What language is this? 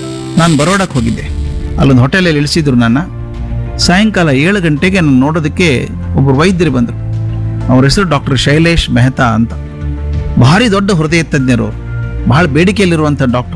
Kannada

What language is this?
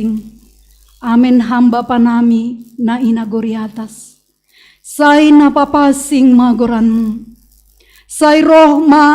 Batak Simalungun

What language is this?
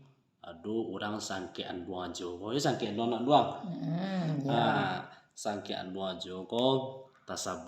Minangkabau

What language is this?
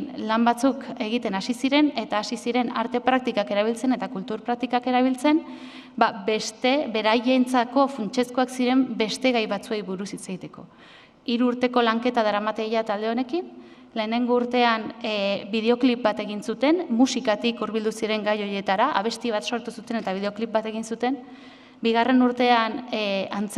Basque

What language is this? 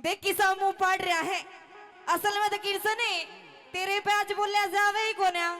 Haryanvi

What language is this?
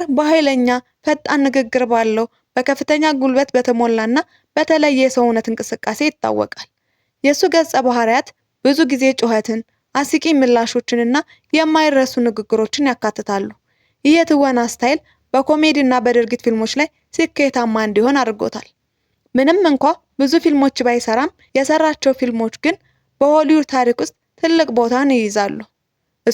Amharic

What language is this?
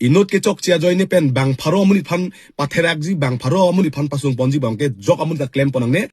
Karbi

